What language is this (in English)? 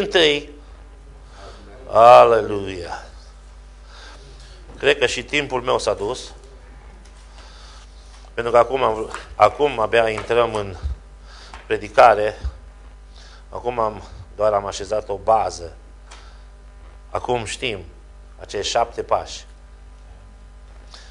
Romanian